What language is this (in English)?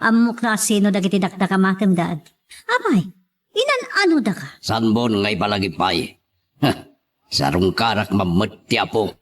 Iloko